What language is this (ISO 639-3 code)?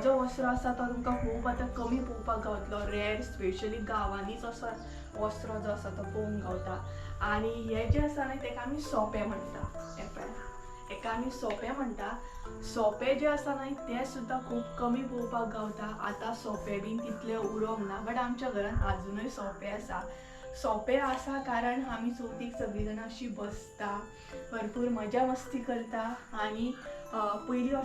kok